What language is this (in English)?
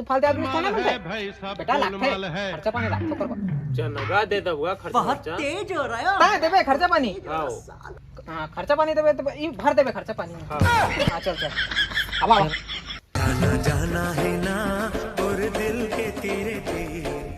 Chhattisgarhi